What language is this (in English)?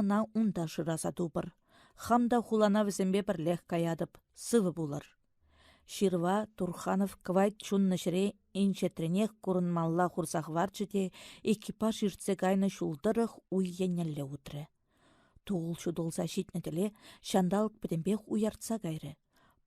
Chuvash